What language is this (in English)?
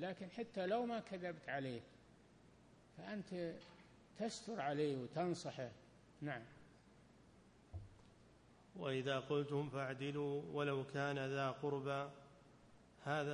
Arabic